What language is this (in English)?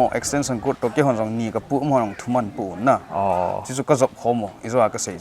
Paite Chin